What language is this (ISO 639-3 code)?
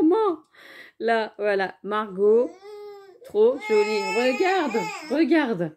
fra